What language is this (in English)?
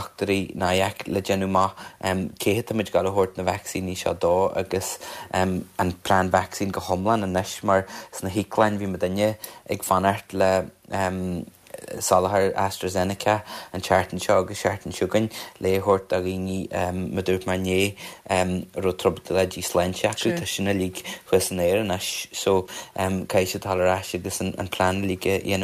Irish